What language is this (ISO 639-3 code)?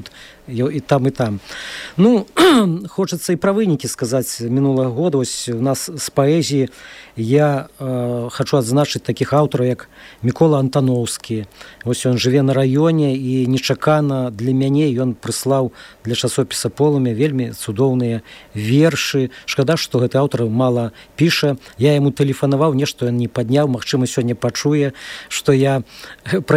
bel